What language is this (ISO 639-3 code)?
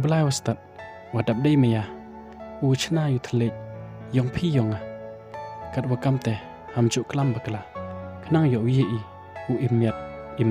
kha